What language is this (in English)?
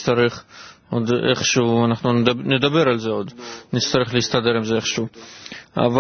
Hebrew